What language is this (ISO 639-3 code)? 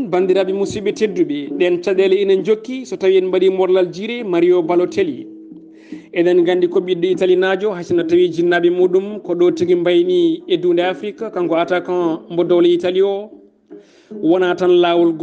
ful